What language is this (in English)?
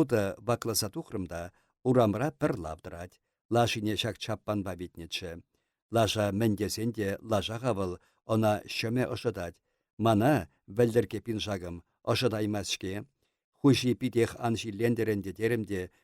Chuvash